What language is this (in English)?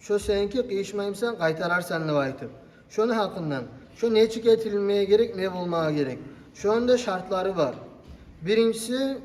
Kumyk